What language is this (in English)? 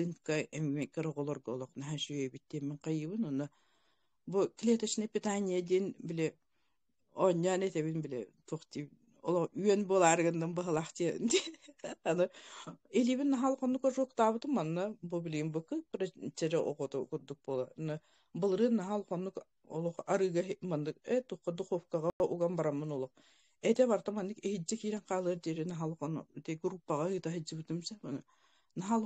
Yakut